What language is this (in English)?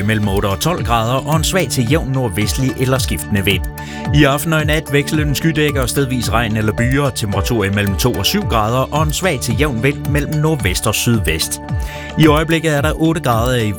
Danish